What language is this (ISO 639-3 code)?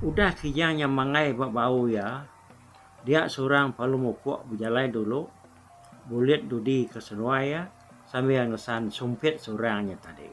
iba